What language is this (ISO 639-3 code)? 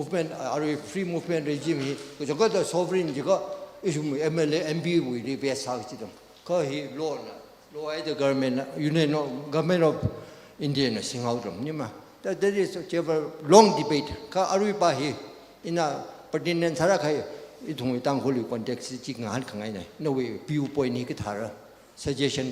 nmf